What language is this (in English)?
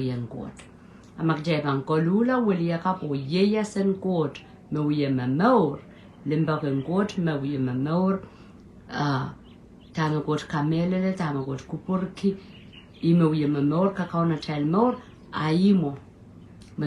Pohnpeian